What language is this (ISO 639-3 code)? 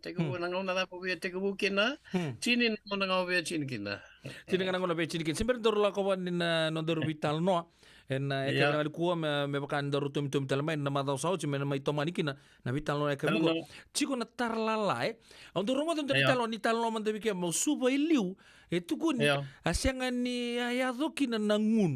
fij